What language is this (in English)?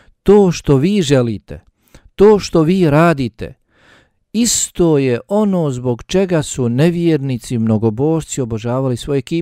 Bosnian